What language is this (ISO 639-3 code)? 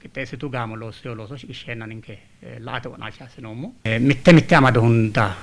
sid